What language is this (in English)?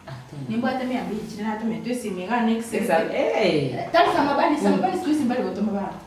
Gusii